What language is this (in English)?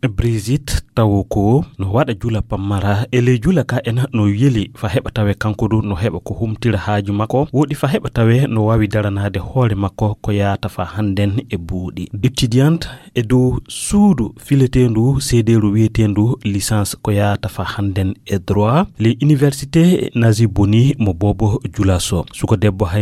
Fula